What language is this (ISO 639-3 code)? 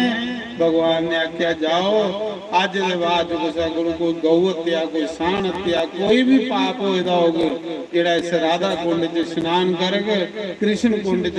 doi